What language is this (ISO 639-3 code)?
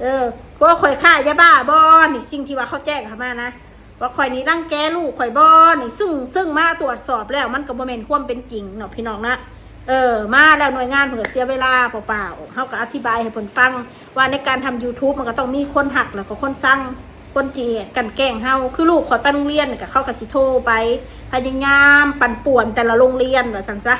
tts